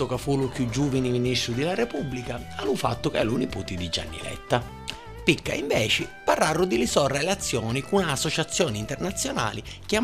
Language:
Sicilian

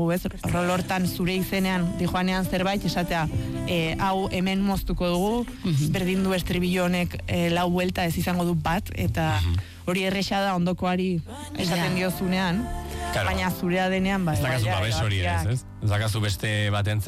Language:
Basque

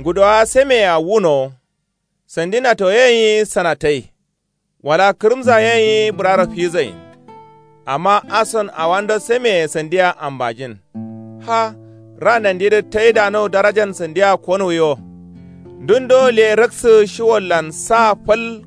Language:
Kanuri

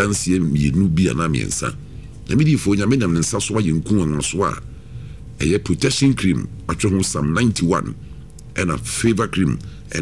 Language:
Akan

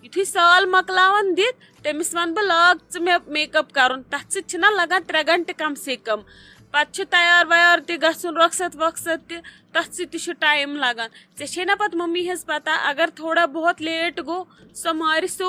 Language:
Kashmiri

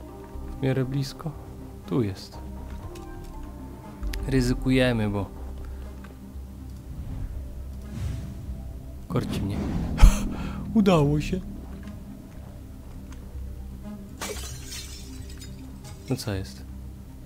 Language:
Polish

